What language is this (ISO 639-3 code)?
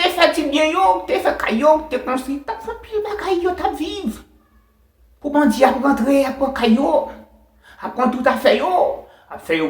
hat